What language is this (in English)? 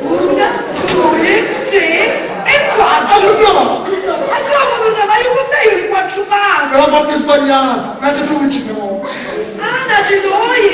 Sicilian